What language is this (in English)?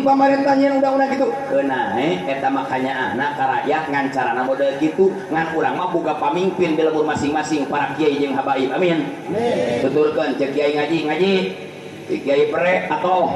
Sundanese